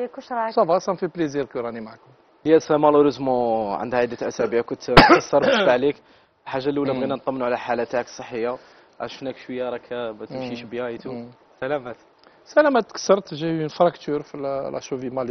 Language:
Algerian Arabic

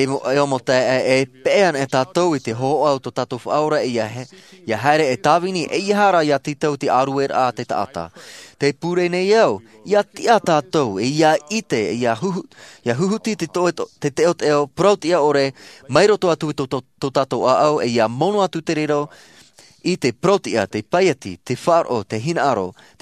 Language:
Tahitian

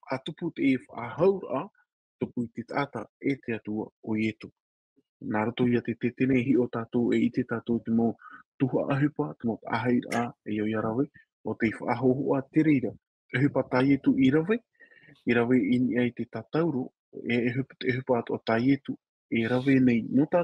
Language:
Tahitian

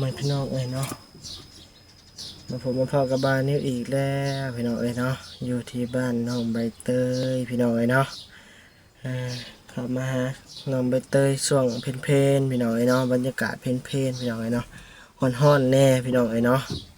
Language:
Lao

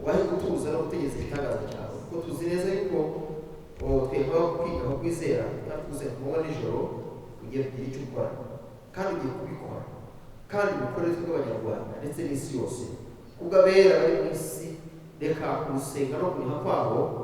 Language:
Kinyarwanda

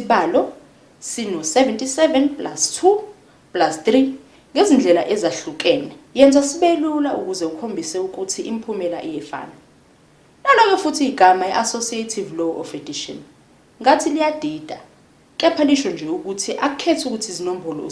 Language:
Zulu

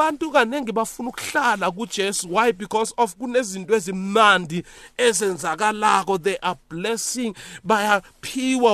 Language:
South Ndebele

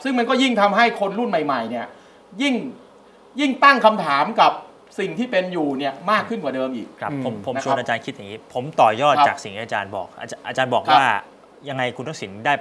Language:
Thai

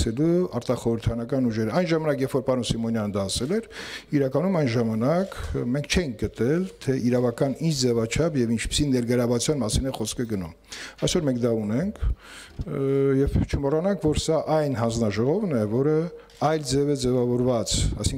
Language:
Armenian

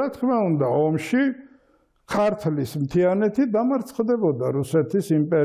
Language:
Georgian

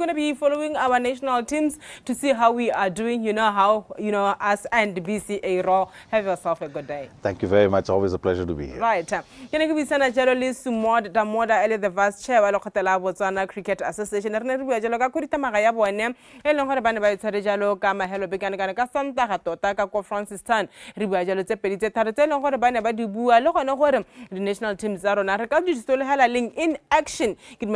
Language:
Tswana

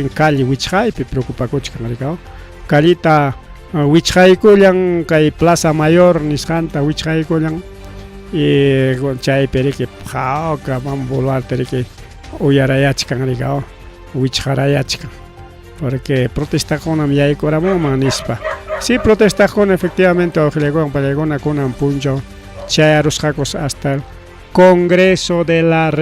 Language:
Ayacucho Quechua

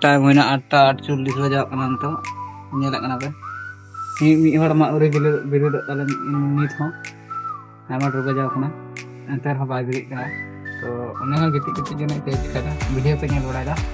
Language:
Santali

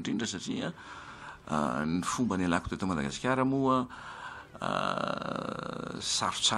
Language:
Malagasy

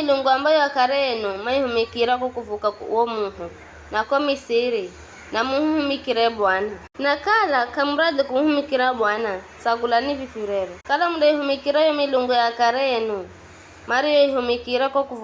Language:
Giryama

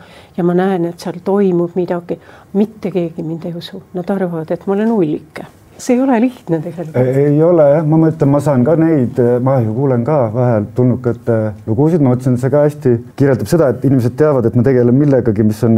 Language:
Estonian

